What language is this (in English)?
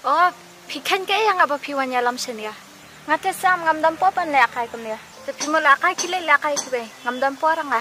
Khasi